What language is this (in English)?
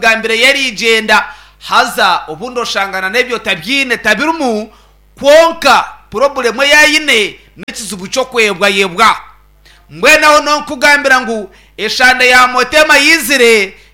Nyankole